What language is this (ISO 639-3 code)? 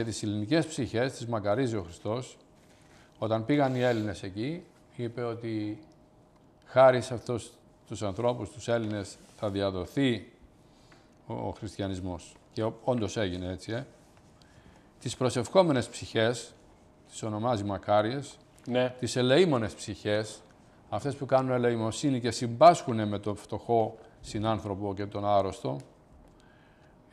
ell